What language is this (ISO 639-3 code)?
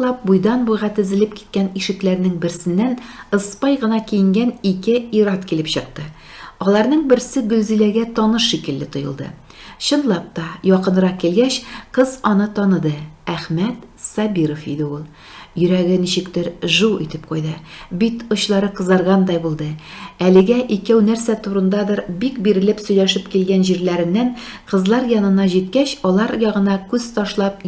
tat